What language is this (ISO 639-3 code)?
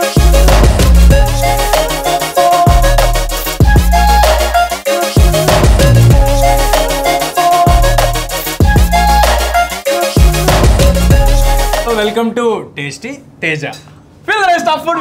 tel